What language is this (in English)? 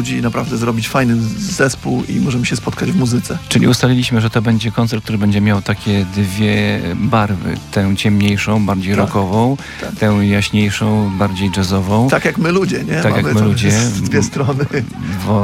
Polish